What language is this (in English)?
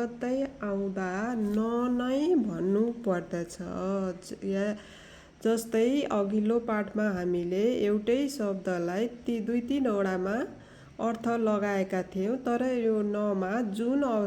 Nepali